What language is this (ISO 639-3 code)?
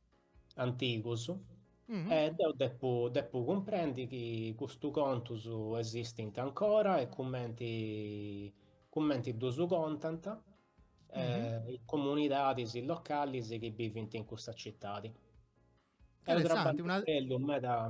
srd